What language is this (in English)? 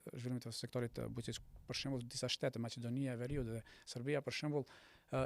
Albanian